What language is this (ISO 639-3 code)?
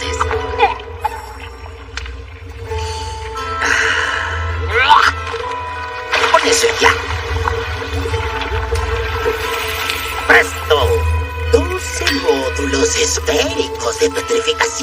spa